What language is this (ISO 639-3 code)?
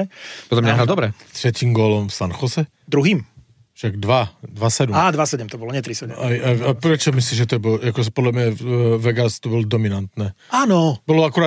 slk